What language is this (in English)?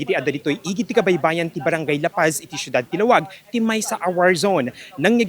Iloko